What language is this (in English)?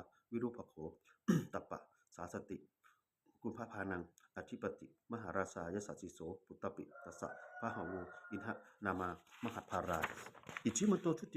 Pali